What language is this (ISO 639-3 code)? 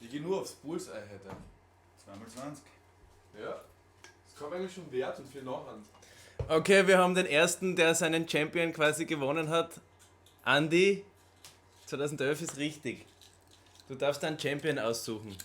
bar